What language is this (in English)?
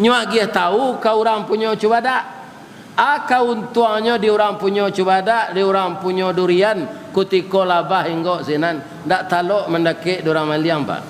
Minangkabau